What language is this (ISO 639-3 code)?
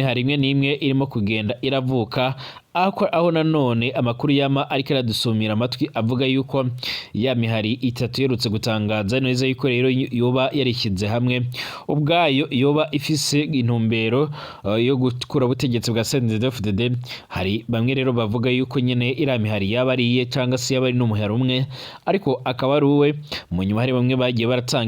run